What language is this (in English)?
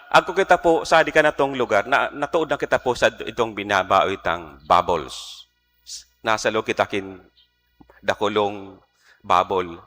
Bikol